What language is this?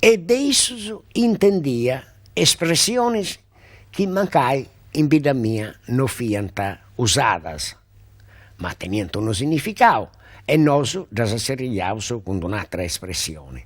Sardinian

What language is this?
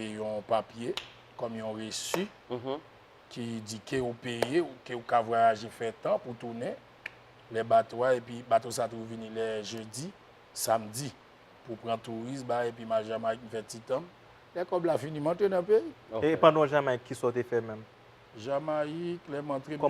Haitian Creole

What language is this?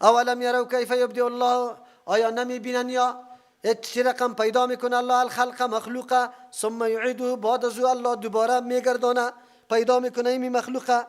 Persian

